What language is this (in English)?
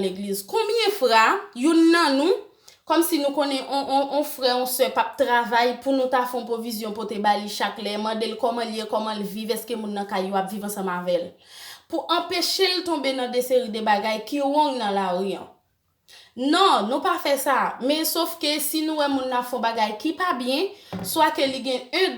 Haitian Creole